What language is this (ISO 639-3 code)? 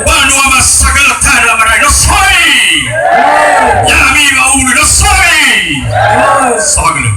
nia